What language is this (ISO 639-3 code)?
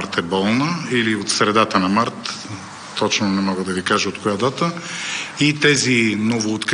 bul